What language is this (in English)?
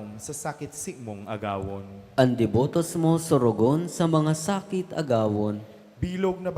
Bikol